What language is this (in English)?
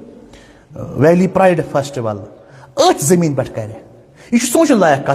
Kashmiri